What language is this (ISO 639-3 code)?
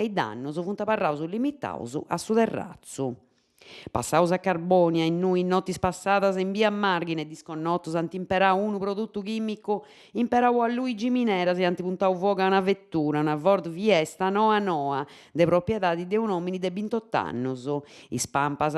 srd